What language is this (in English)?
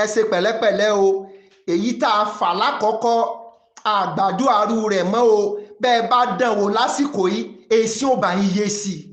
Yoruba